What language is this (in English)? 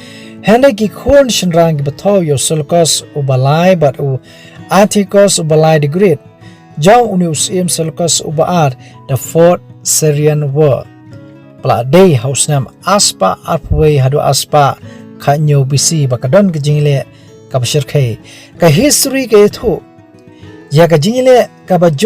Khasi